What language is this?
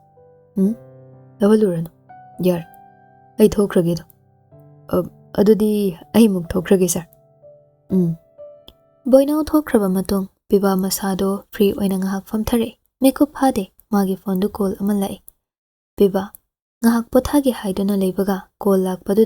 Manipuri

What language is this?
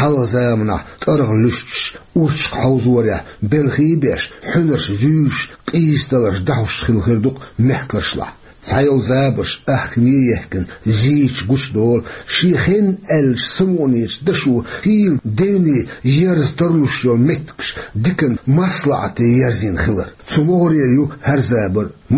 Chechen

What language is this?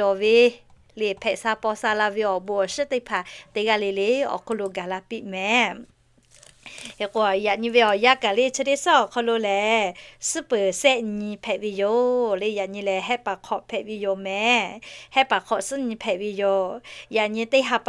Lahu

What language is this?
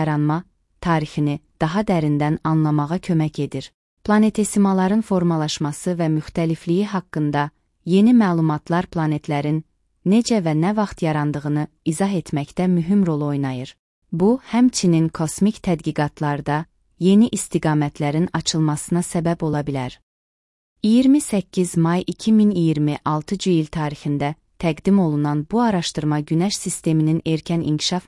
Azerbaijani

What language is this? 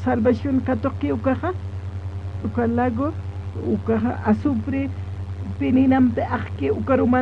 Aymara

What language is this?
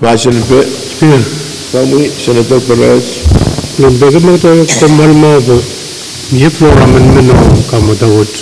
Pohnpeian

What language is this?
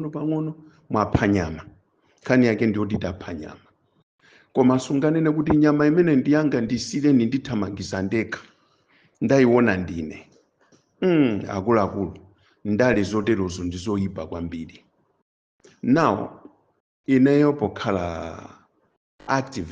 Nyanja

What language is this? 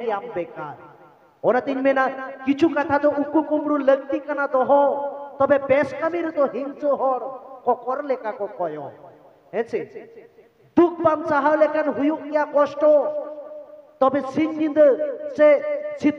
Santali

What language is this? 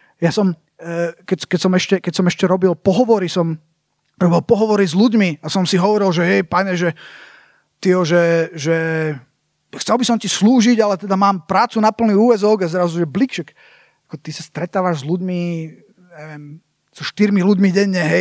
Slovak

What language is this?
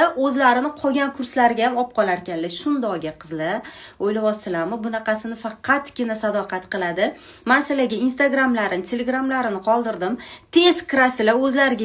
Uzbek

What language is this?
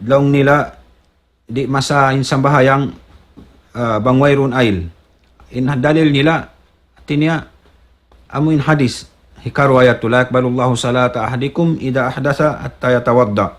Tausug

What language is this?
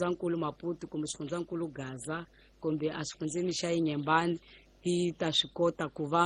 Tsonga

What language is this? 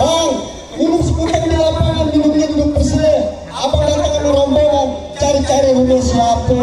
Betawi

